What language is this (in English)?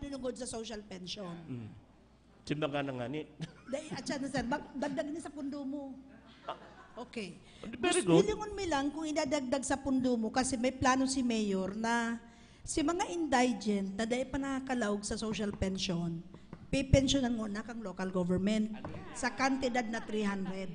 Bikol